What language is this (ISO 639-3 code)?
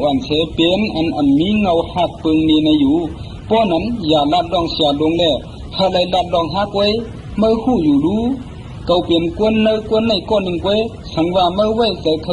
shn